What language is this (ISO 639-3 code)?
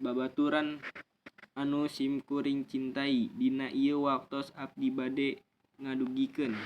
sun